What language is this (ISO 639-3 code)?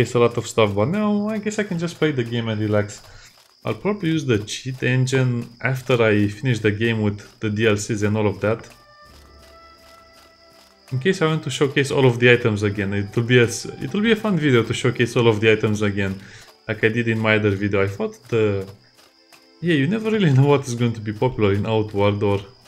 eng